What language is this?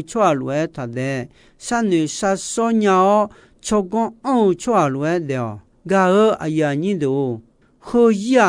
Akha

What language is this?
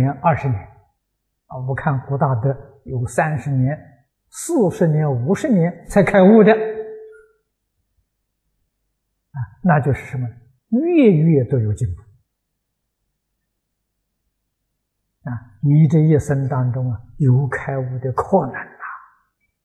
Chinese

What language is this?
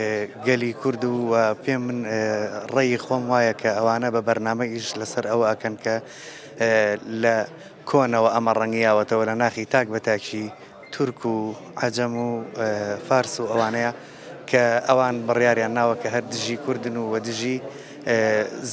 Central Kurdish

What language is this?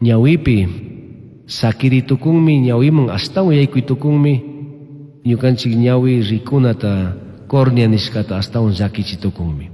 Chimborazo Highland Quichua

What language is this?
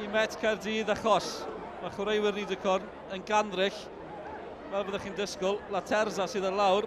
Welsh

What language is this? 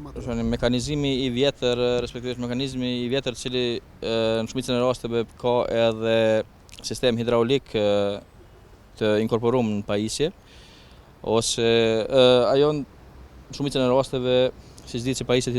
Albanian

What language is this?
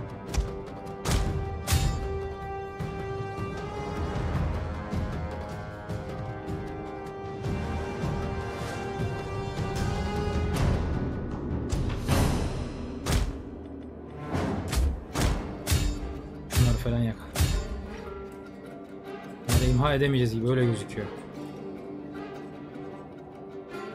Turkish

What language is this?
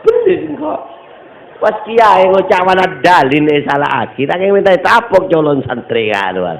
Madurese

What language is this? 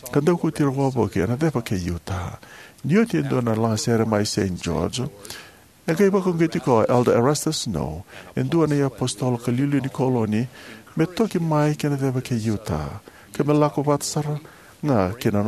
Fijian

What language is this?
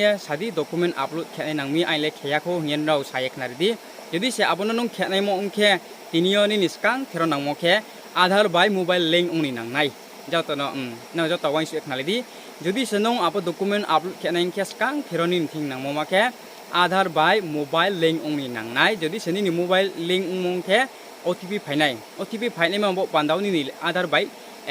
Riang (India)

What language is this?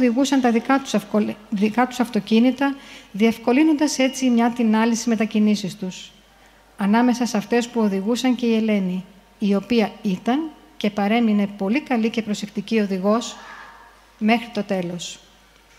Greek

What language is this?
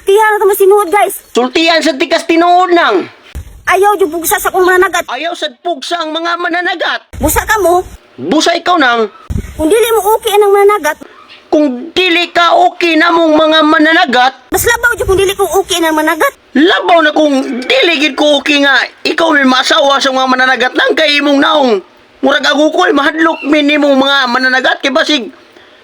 Cebuano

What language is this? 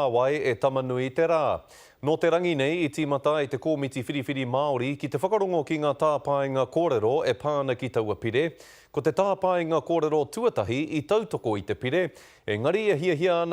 Māori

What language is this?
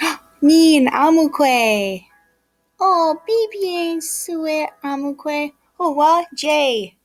Ojibwa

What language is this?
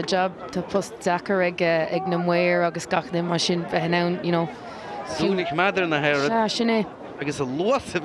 Irish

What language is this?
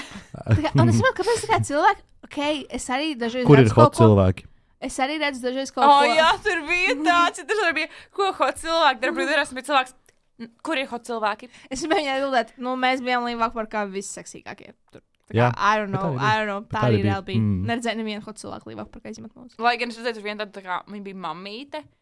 Latvian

